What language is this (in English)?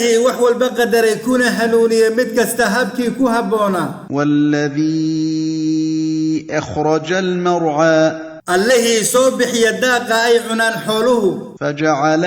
Somali